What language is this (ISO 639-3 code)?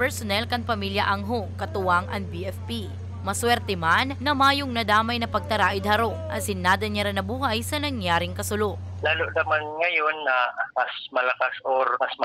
bik